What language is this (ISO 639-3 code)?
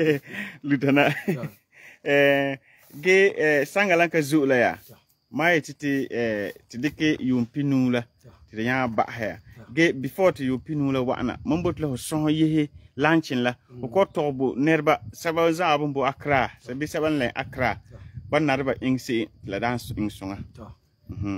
gur